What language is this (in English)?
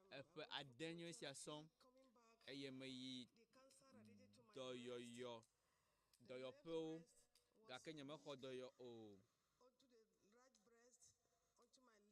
Ewe